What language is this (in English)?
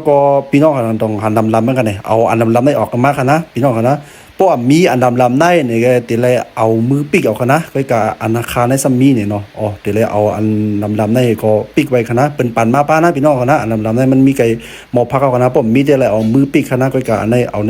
Shan